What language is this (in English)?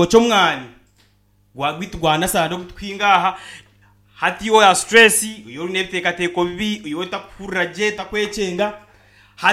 Nyankole